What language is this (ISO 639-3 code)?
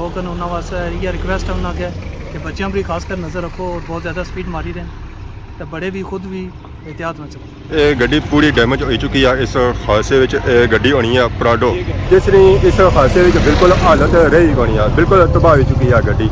phr